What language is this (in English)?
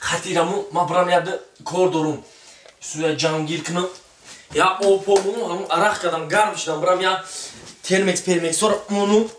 Tajik